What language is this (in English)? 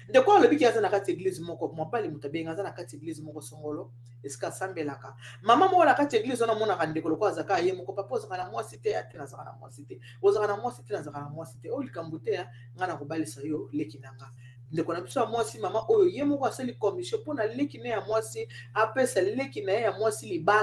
Lingala